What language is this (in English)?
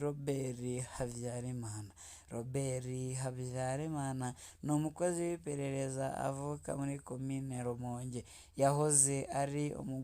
Rundi